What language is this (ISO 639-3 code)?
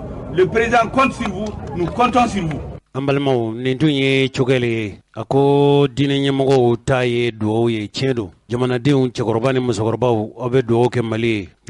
bam